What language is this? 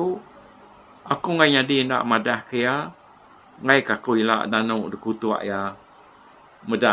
Iban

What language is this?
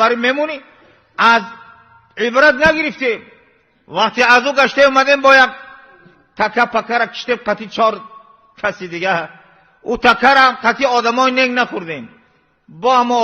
Tajik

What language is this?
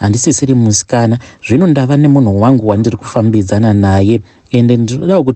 Shona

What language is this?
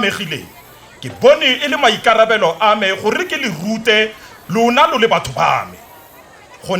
Tswana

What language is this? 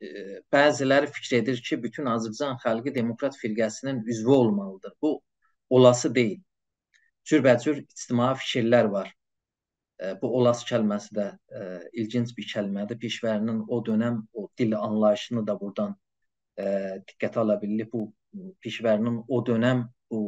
South Azerbaijani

